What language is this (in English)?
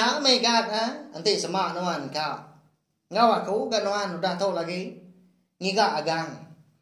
Iban